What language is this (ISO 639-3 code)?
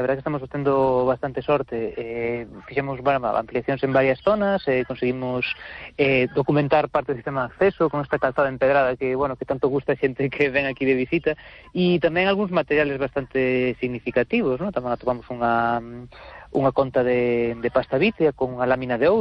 glg